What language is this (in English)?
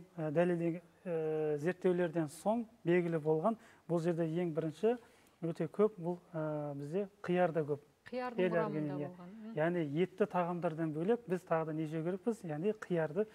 Kazakh